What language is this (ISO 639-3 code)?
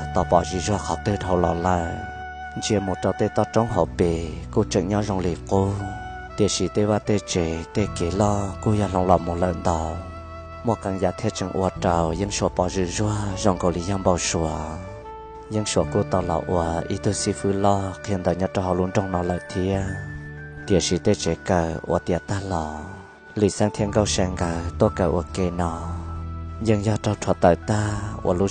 hmn